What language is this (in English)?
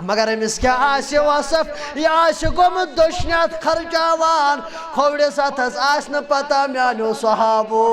Kashmiri